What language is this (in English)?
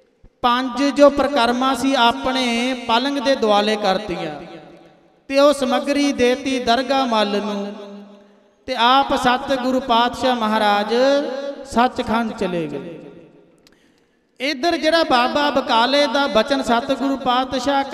Punjabi